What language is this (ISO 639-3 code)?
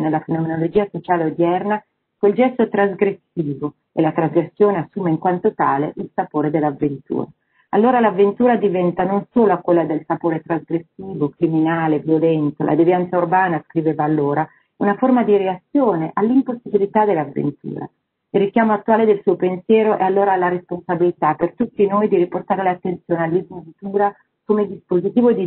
ita